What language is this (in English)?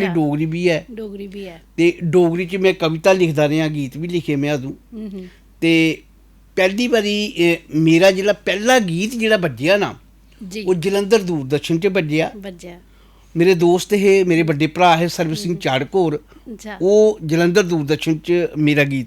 Dogri